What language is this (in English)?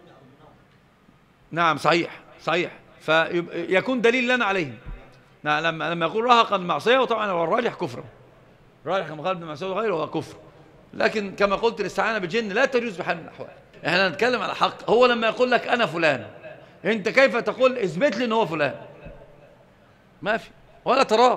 Arabic